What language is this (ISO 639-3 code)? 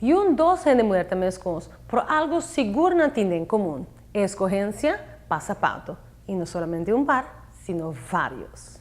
pap